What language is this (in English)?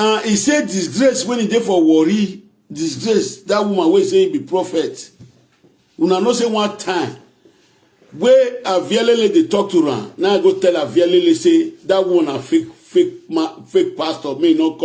Nigerian Pidgin